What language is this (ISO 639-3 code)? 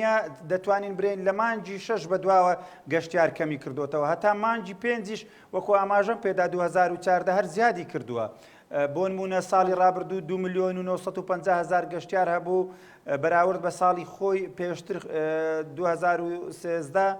ckb